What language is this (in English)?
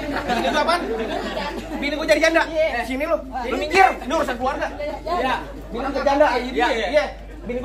Betawi